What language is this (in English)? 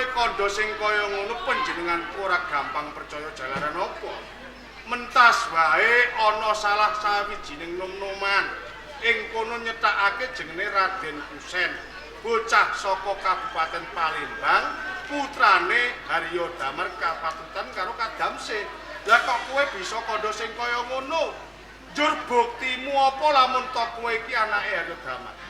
Javanese